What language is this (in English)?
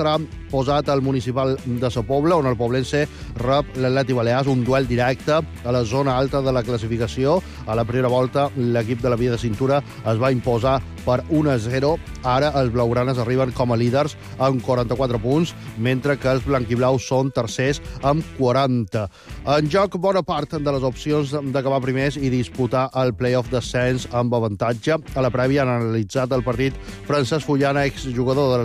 Catalan